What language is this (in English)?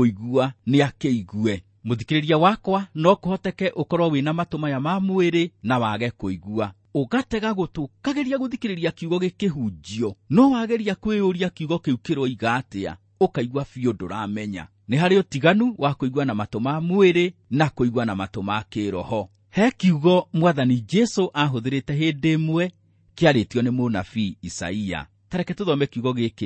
Kikuyu